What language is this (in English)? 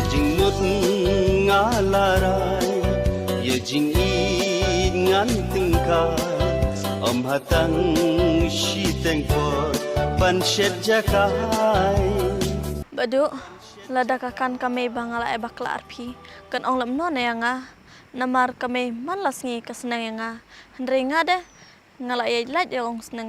Khasi